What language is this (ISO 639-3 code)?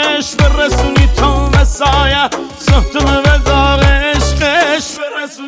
fas